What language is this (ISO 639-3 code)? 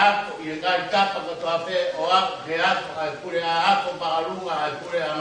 ton